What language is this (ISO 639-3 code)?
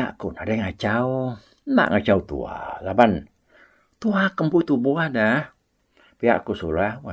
iba